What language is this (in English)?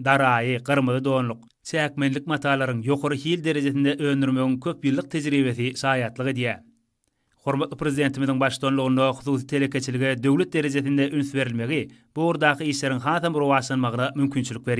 Turkmen